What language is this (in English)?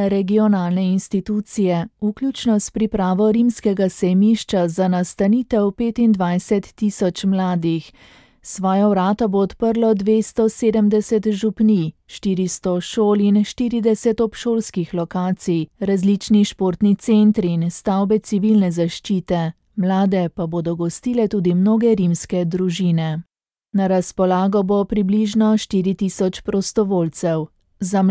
Slovenian